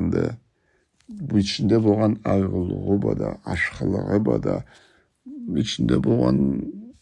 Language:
Karachay-Balkar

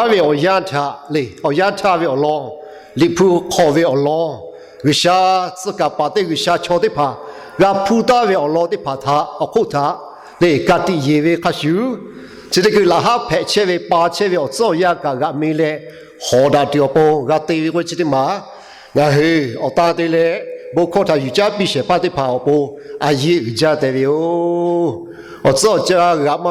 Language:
Lahu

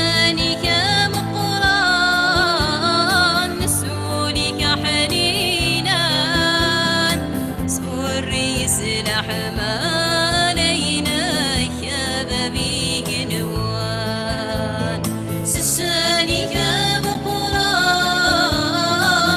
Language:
Kabyle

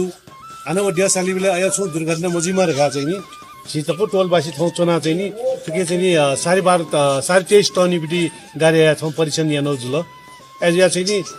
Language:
Newari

